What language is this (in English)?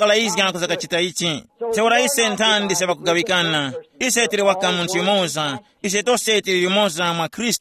Tumbuka